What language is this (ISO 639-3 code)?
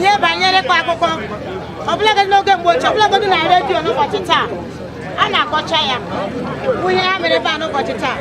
ibo